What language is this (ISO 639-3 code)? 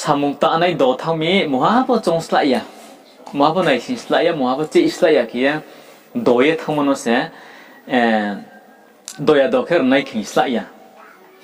ria